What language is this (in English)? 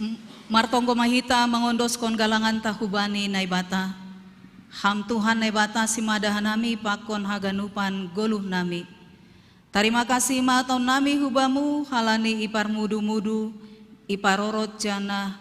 Batak Simalungun